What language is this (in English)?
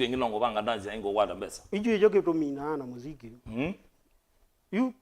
Kamba